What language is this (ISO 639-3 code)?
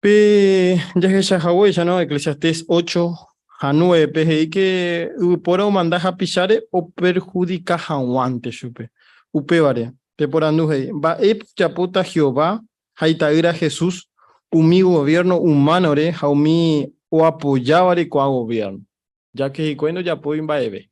grn